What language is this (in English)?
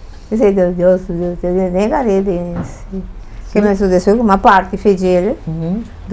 Papiamento